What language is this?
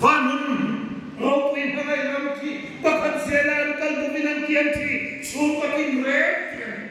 Hmar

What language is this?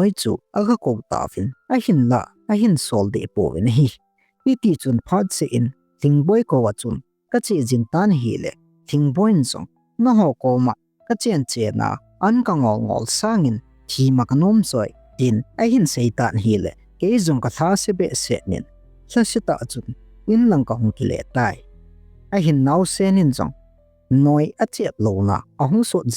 Thado Chin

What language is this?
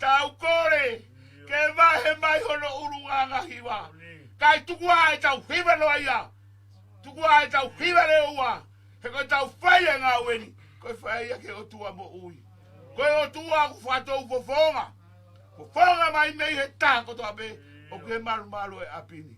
Tongan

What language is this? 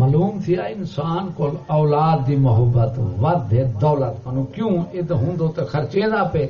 Saraiki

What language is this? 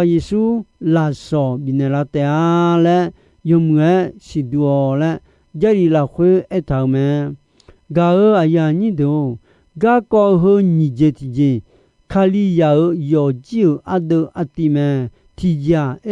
Akha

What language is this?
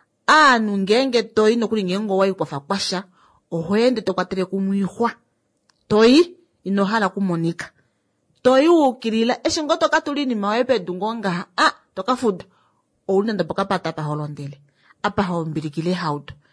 Kuanyama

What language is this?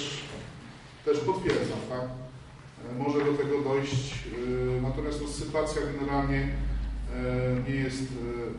Polish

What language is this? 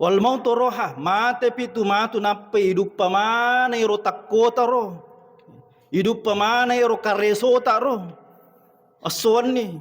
Buginese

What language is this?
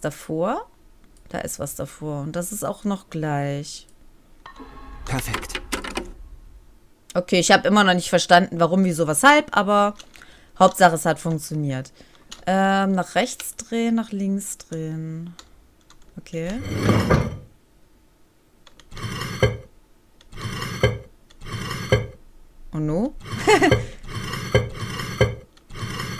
German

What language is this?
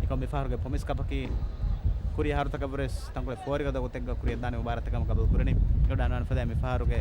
Divehi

